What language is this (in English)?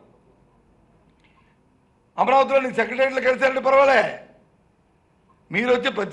Telugu